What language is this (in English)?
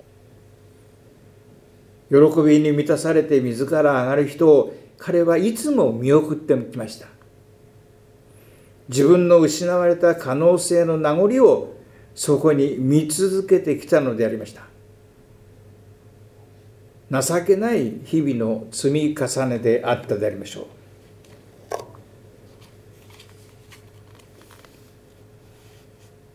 Japanese